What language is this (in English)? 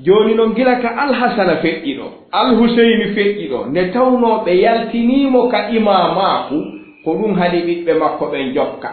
Fula